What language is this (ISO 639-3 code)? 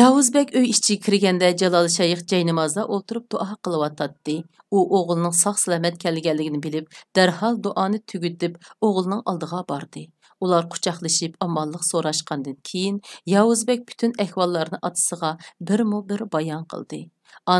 uig